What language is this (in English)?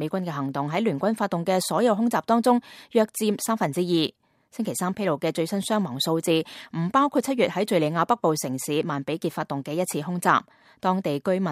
Cantonese